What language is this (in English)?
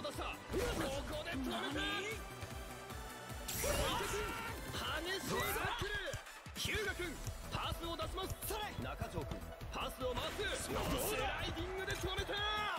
Japanese